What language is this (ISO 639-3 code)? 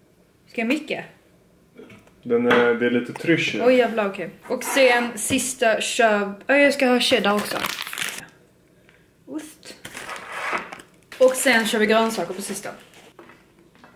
swe